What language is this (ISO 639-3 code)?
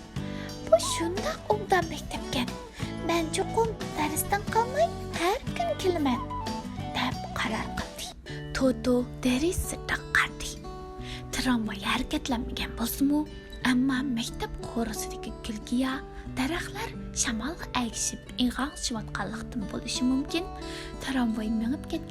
uig